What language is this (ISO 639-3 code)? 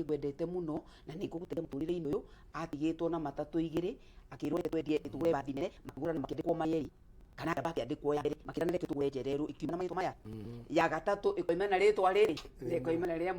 kik